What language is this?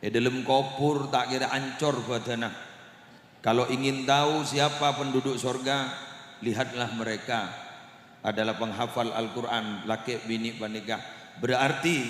Madurese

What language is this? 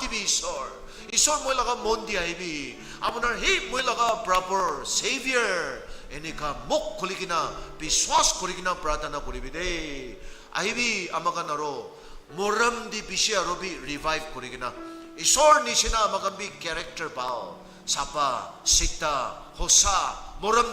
Naga Pidgin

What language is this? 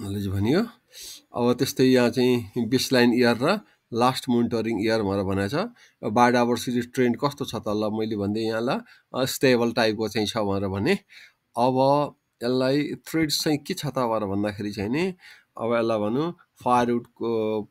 Nepali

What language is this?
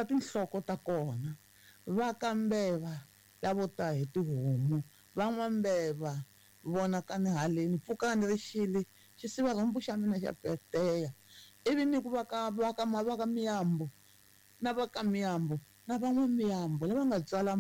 Tsonga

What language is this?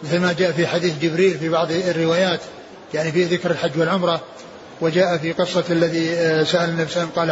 Arabic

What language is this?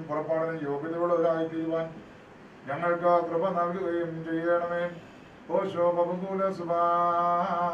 Malayalam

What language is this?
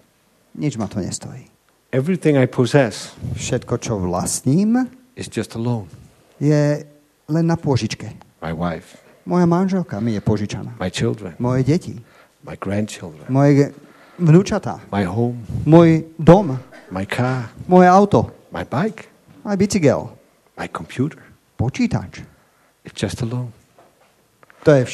Slovak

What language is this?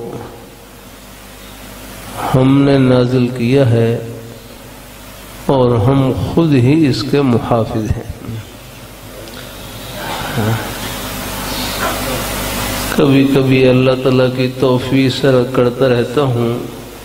Urdu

